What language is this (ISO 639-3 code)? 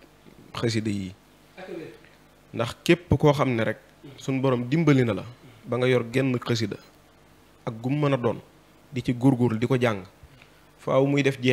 wol